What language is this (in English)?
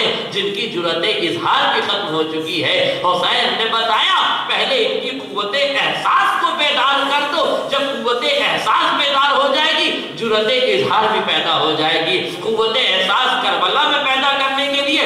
Urdu